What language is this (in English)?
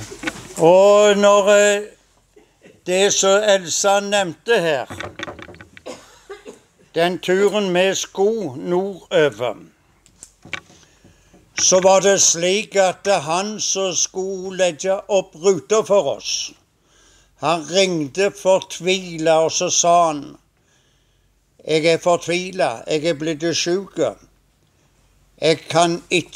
Norwegian